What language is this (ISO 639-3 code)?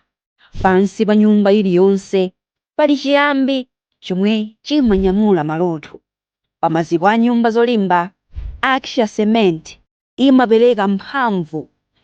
nya